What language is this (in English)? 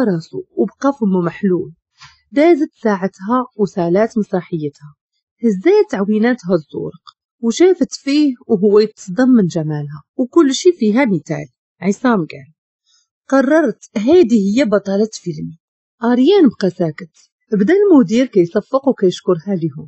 Moroccan Arabic